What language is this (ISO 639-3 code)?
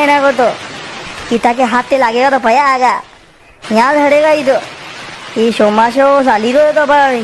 raj